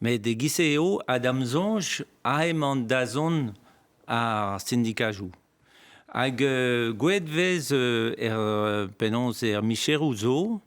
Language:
Breton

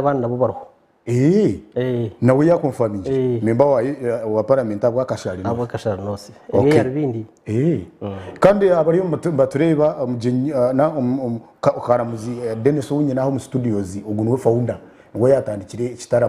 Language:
Nyankole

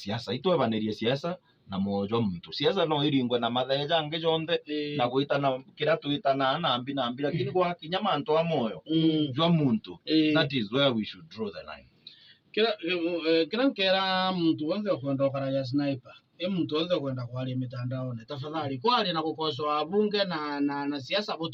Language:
Meru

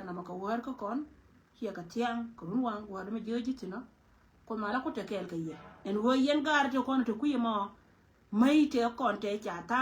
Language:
Nuer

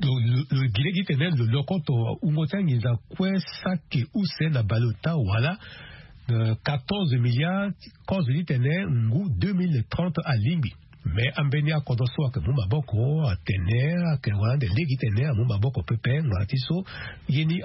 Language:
Sango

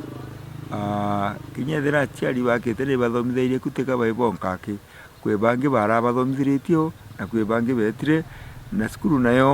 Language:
Meru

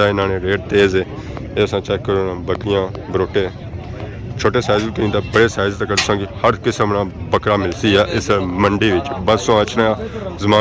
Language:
Pahari-Potwari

